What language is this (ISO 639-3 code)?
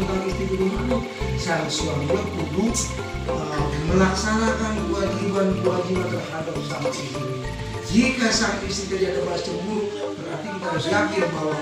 bew